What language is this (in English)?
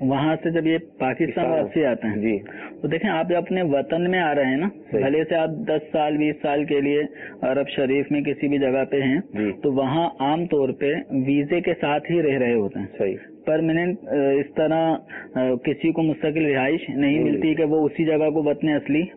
Urdu